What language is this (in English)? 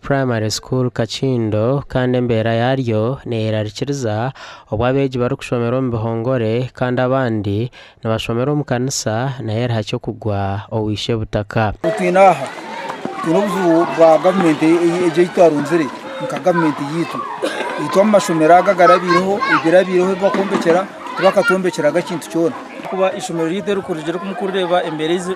Nyankole